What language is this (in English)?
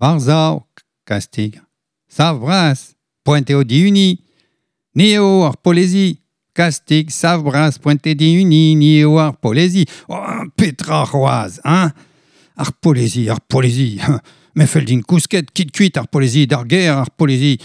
Breton